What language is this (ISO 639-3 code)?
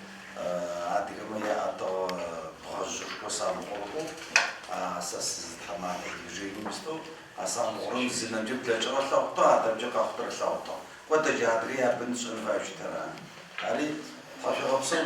ady